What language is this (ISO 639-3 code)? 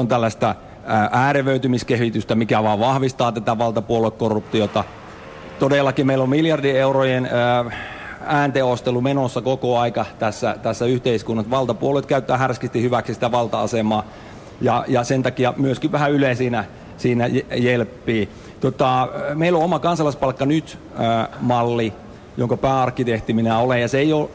fin